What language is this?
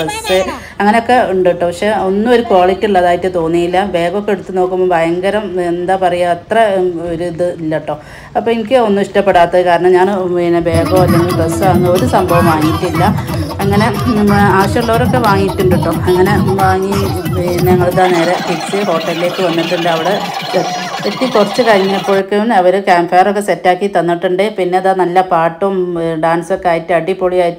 Malayalam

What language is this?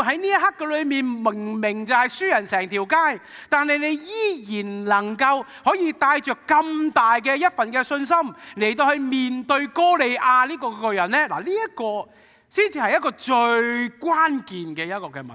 Cantonese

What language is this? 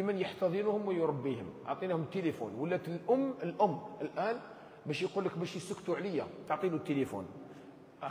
Algerian Arabic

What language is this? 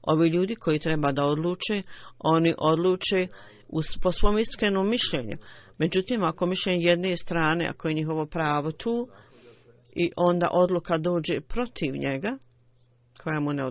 Bosnian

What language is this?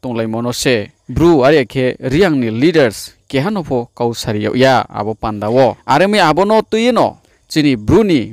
Riang (India)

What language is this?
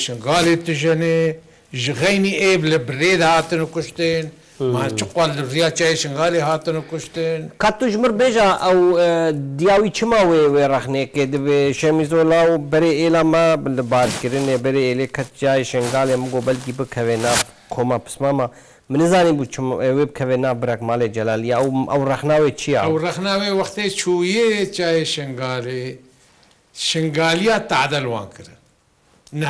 Kurdish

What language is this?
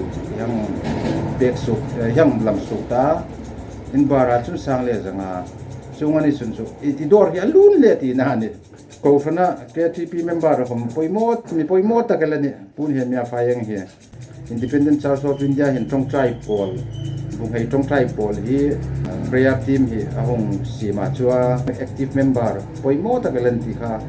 Hmar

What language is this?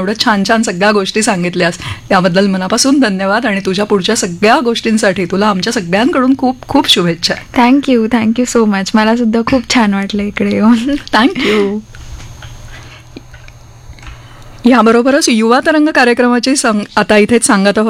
Marathi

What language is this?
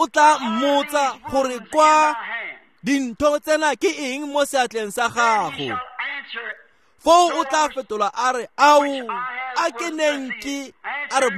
Tswana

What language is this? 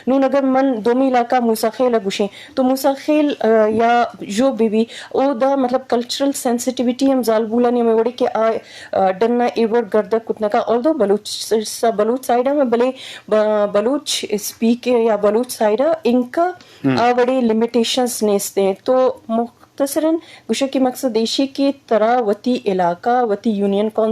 Eastern Balochi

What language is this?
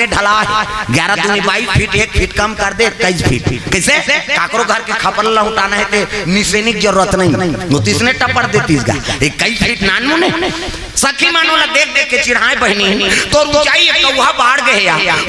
Chhattisgarhi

